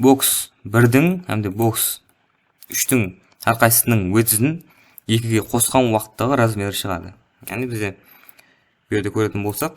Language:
Kara-Kalpak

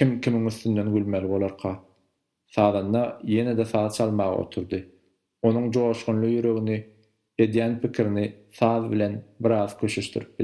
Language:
Turkmen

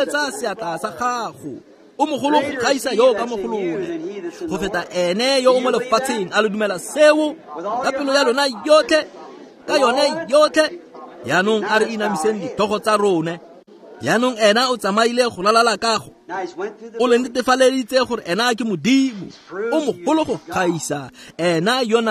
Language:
Tswana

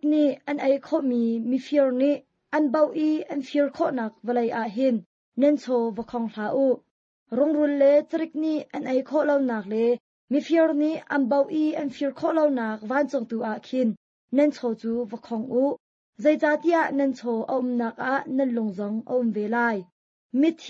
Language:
Hakha Chin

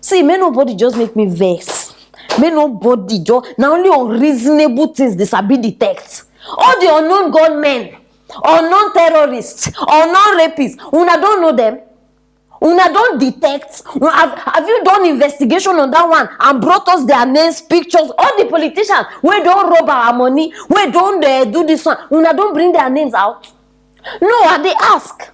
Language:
Nigerian Pidgin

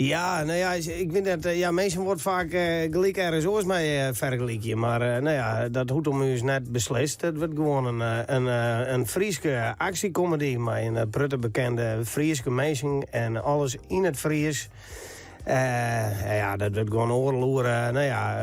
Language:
Western Frisian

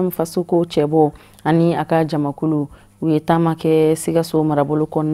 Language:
Bambara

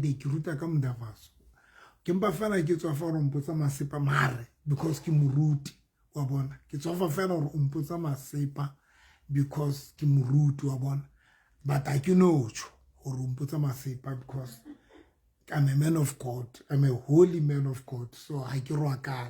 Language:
Southern Sotho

